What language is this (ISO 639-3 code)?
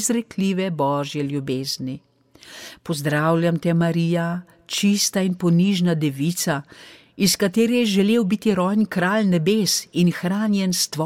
slv